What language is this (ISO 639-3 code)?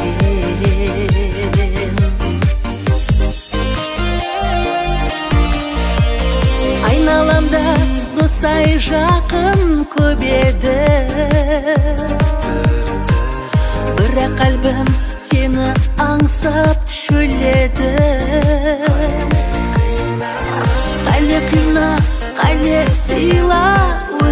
kaz